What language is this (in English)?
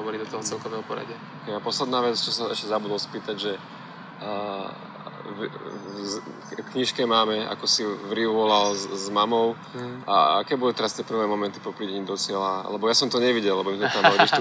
Slovak